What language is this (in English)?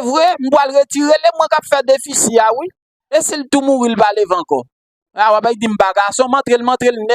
Haitian Creole